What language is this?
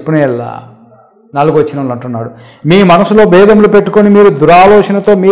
Telugu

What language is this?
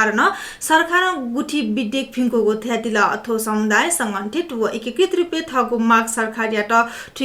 Newari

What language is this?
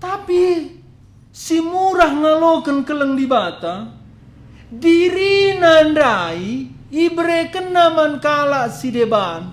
Batak Karo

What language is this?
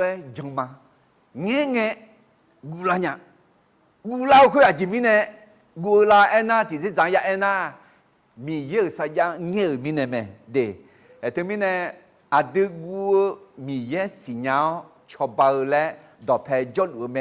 Akha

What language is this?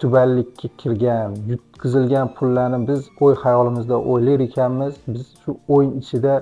Uzbek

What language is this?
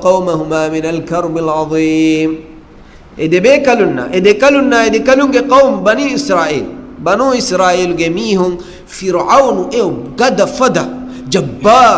Divehi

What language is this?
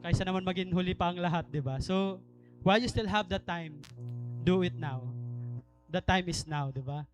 Waray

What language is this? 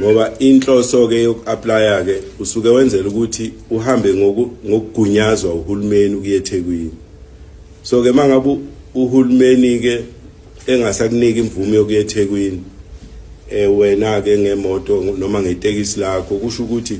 Zulu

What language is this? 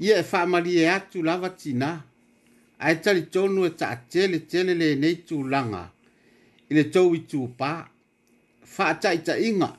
Samoan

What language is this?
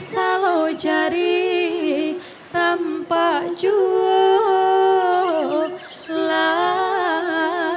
Minangkabau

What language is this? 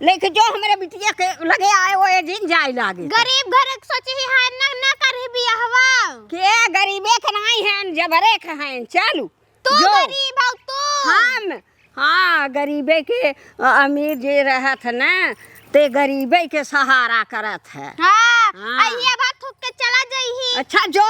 Awadhi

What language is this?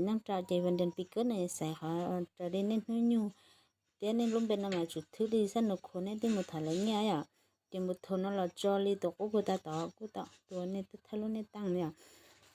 Hmong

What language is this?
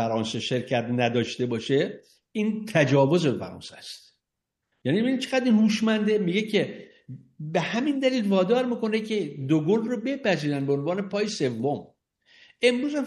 Persian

